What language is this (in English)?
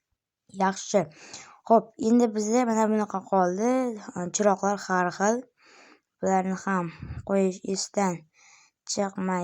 Uzbek